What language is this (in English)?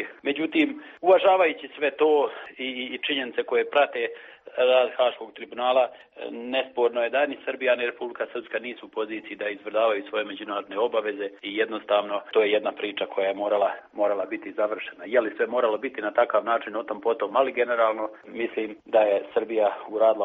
Serbian